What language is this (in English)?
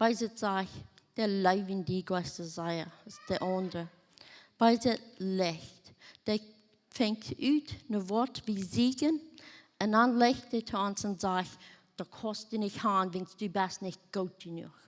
Plautdietsch